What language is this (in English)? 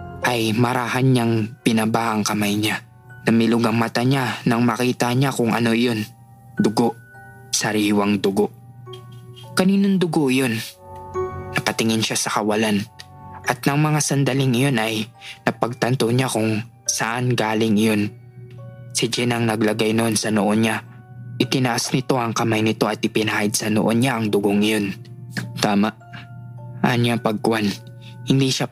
Filipino